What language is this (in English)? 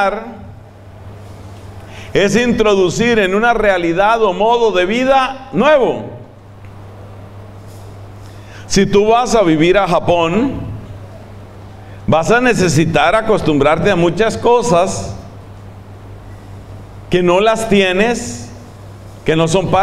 Spanish